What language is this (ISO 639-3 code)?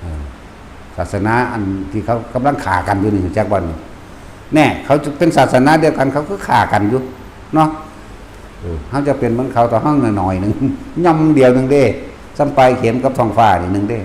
lao